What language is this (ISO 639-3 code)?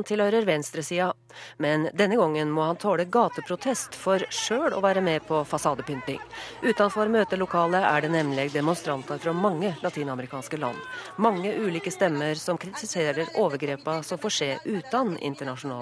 nor